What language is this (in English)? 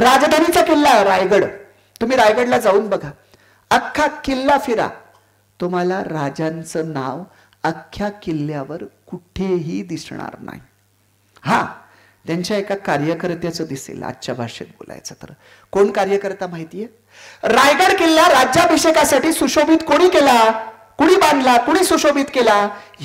Marathi